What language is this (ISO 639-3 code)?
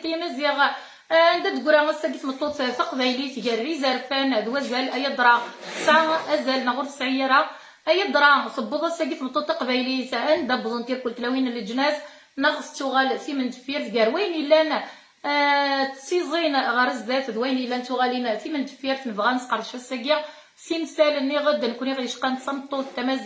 kab